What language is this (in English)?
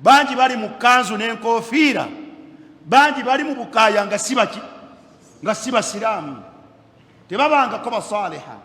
Ganda